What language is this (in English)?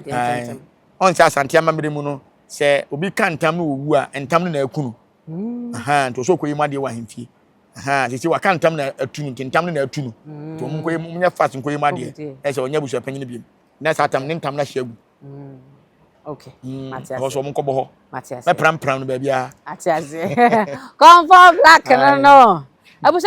Akan